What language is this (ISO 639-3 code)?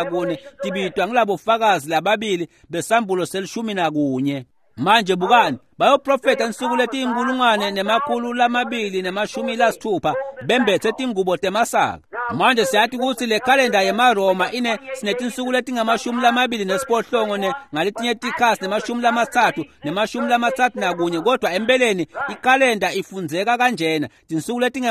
ssw